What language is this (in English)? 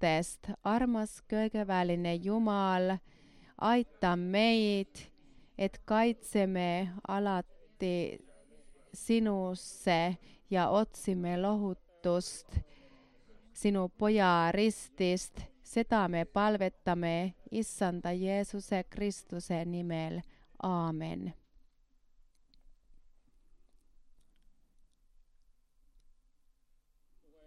Estonian